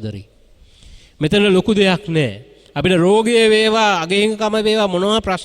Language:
Sinhala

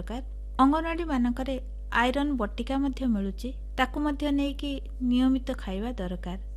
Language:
Odia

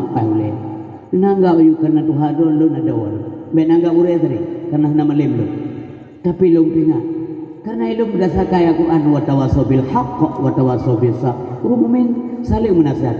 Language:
Achinese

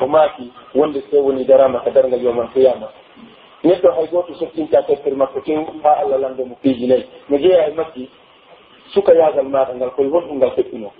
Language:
Pular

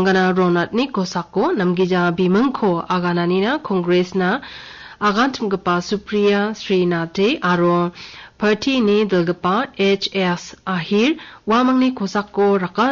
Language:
Garo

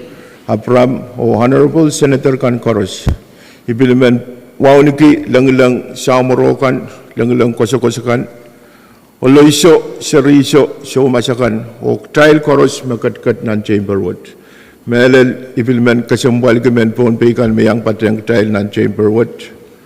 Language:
Pohnpeian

